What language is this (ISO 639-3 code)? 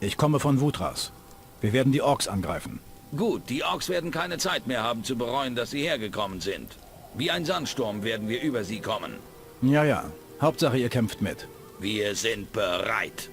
bar